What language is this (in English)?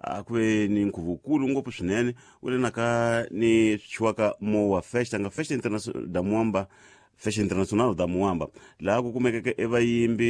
Tsonga